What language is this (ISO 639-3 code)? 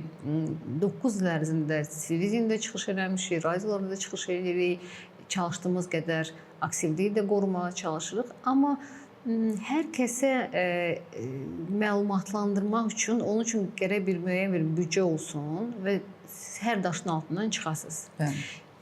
aze